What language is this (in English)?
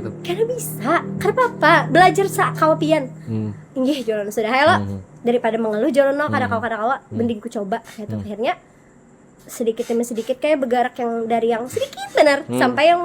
Banjar